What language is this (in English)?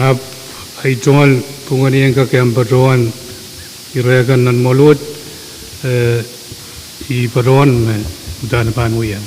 Pohnpeian